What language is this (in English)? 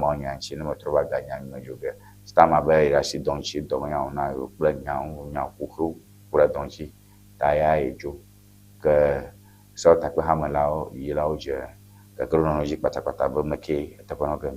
Ewe